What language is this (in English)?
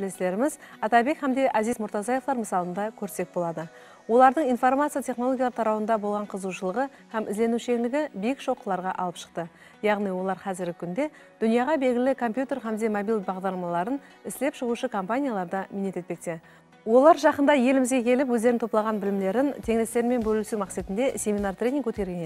Kara-Kalpak